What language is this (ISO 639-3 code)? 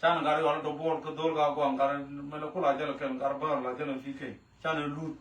nus